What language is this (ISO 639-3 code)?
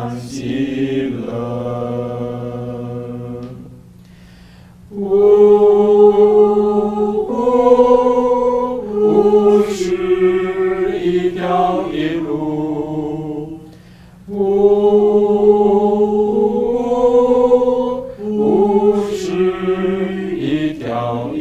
zho